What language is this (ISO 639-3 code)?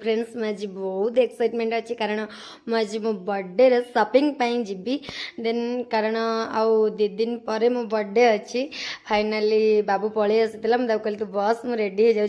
ori